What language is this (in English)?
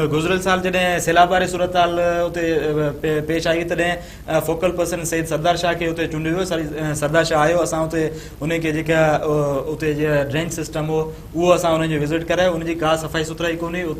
Sindhi